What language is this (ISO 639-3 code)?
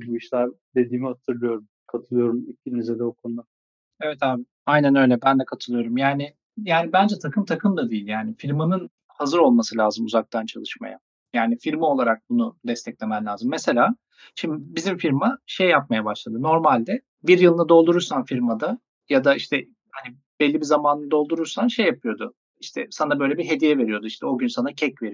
tur